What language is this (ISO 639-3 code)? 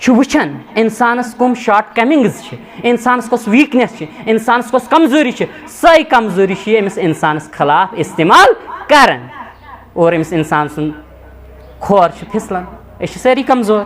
kas